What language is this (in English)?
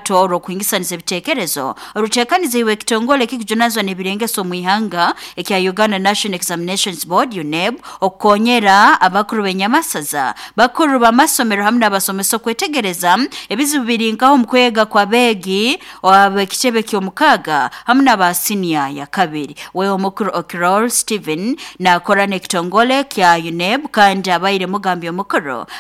Nyoro